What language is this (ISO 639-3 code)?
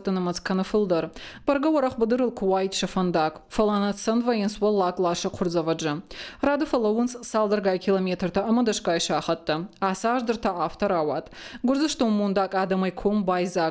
oss